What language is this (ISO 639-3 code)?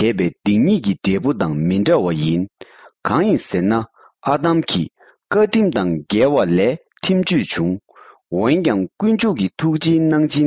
bod